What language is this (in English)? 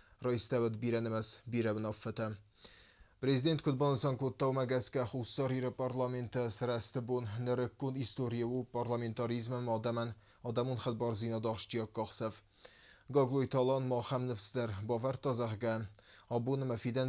Ossetic